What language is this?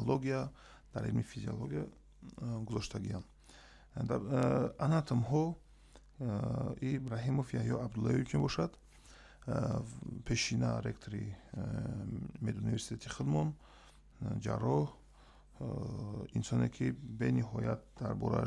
Tajik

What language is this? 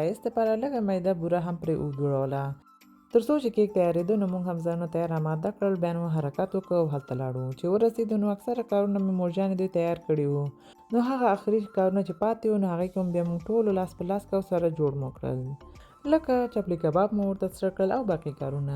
Pashto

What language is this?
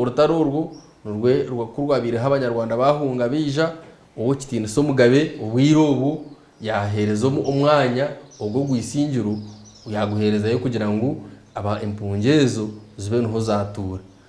Nyankole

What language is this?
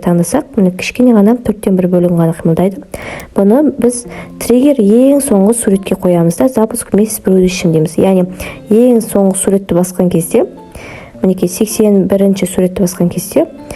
Kazakh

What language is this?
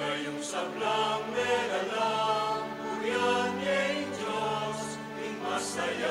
Pampanga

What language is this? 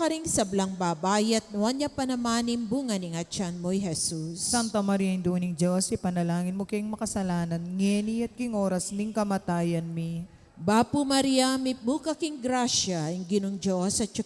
Pampanga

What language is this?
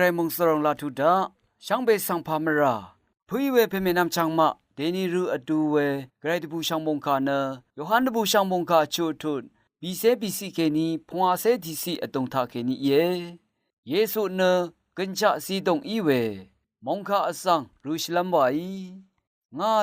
Rawang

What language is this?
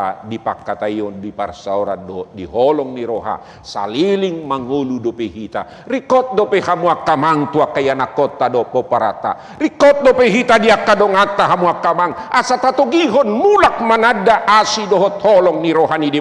Batak Toba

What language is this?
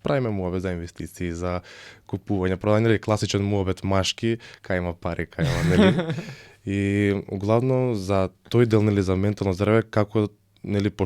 Macedonian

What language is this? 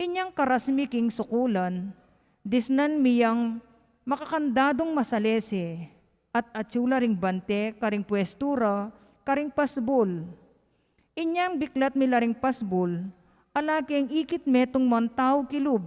Pampanga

